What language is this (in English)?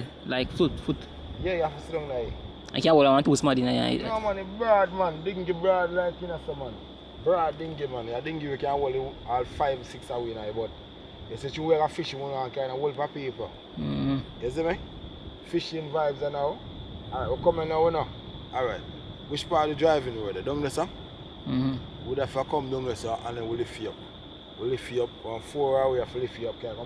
Jamaican Creole English